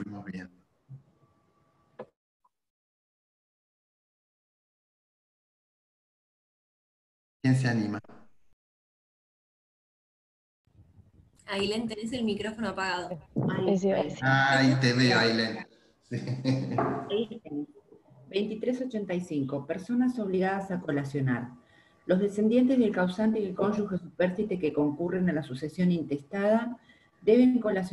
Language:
Spanish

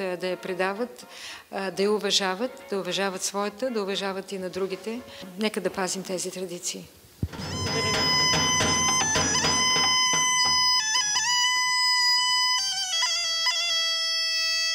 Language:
Bulgarian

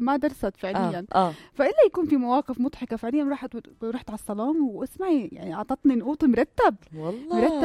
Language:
North Levantine Arabic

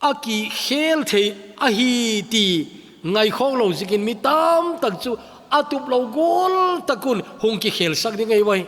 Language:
Thado Chin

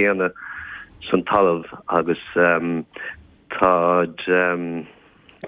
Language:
Irish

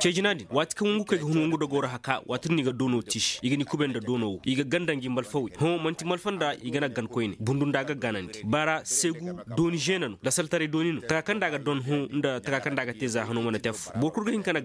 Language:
Koyraboro Senni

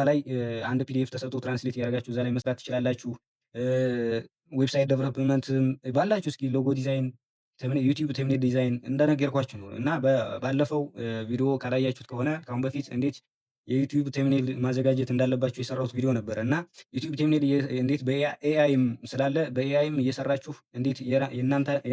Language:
Amharic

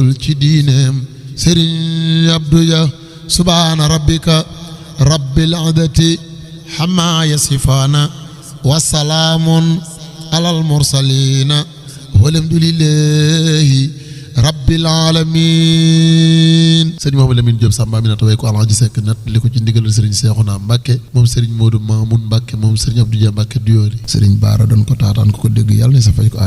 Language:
Wolof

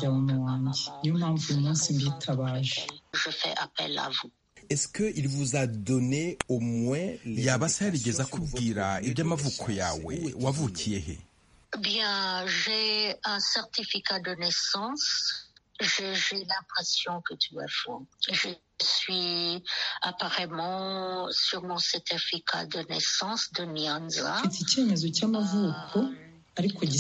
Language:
Kinyarwanda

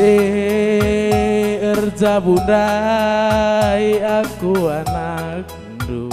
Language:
Batak Karo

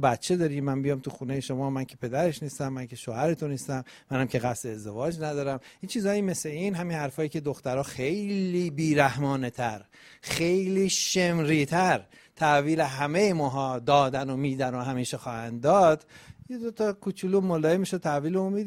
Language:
Persian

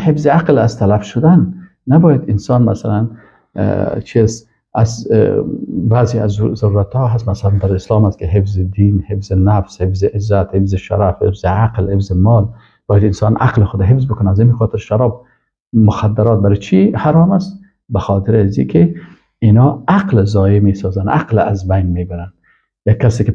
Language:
Persian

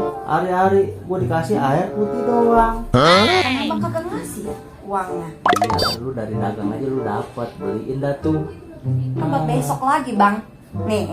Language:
Betawi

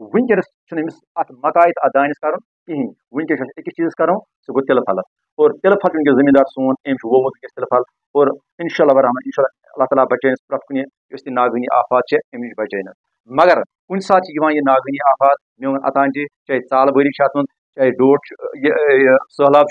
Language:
Kashmiri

